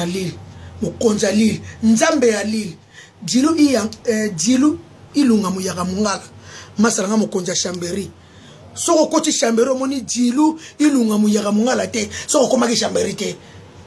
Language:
Lingala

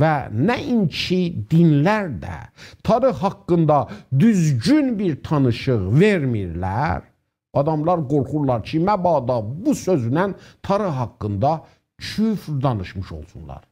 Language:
South Azerbaijani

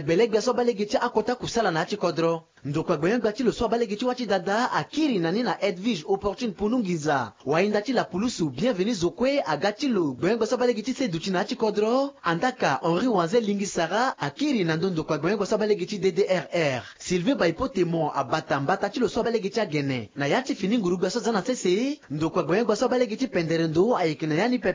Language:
Sango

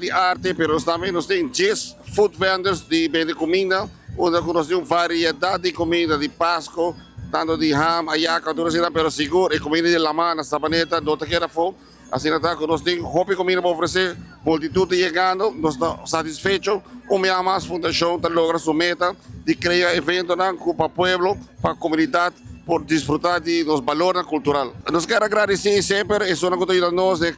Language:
Papiamento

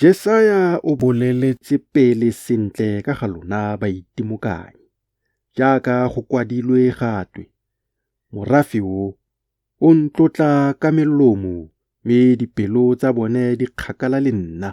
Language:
Tswana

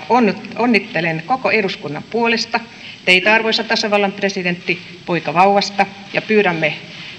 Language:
Finnish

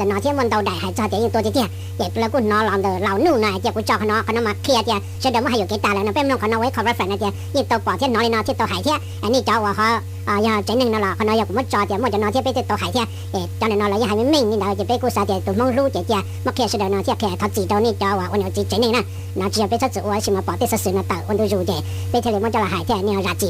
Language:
Hmong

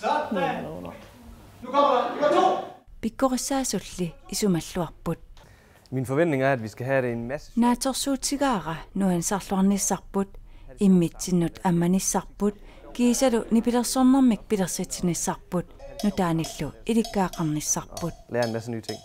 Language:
Kalaallisut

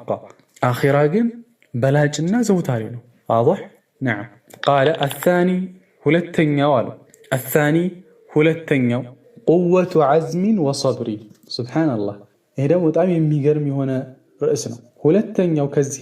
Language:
Amharic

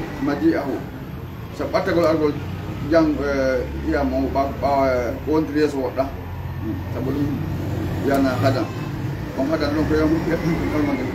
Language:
Fula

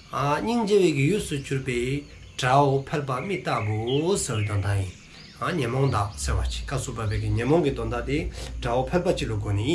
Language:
Dzongkha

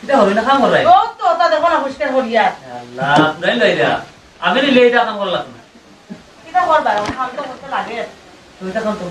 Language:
Sylheti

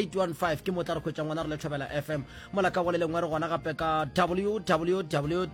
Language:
Northern Sotho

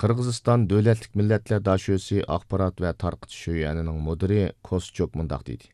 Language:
Uyghur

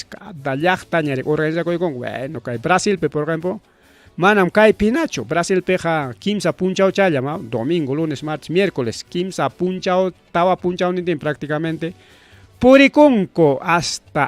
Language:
Ayacucho Quechua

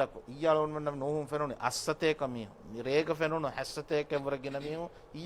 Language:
Divehi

